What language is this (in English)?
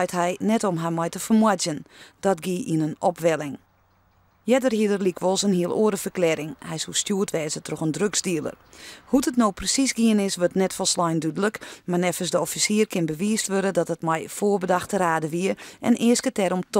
Western Frisian